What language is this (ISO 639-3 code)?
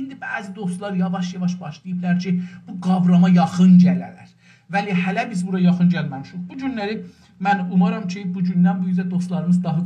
azb